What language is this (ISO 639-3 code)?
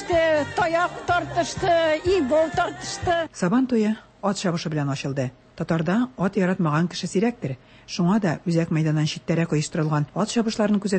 tat